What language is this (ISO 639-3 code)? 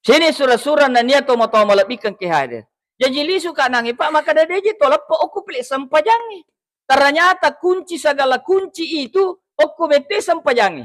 bug